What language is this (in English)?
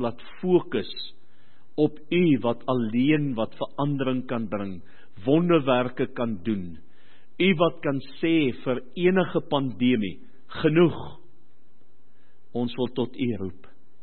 Afrikaans